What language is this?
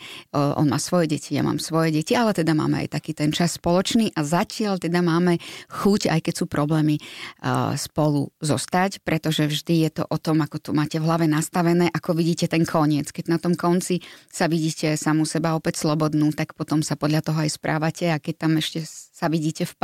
Slovak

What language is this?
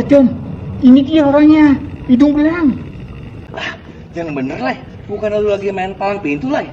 Betawi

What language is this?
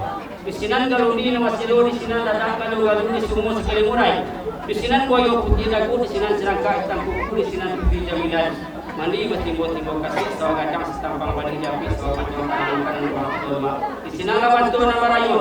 Minangkabau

